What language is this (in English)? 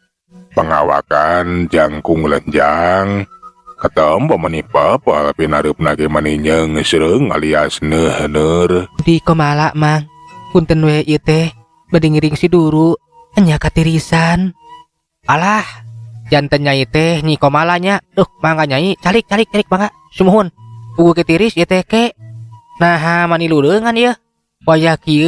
Sundanese